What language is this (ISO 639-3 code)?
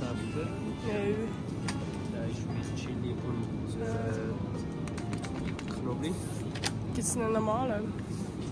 gsw